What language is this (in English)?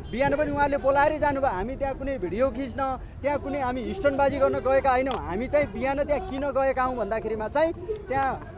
Nepali